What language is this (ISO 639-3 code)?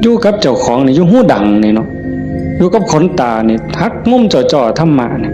tts